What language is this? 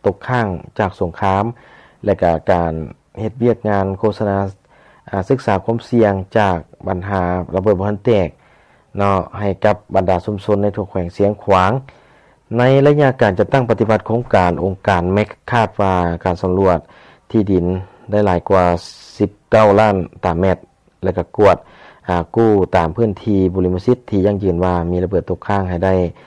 Lao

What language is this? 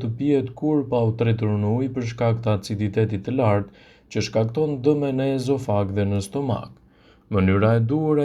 Albanian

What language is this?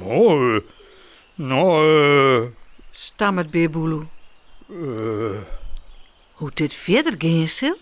Western Frisian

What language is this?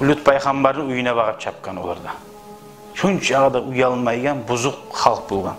Kumyk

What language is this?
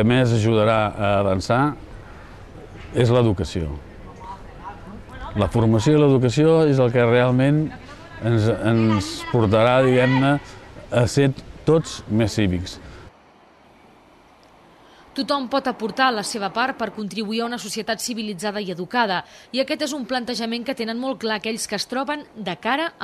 Catalan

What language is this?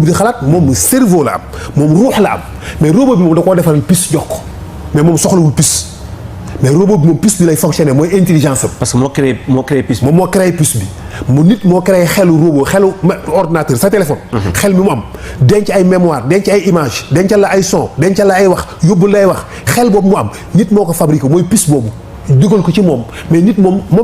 Wolof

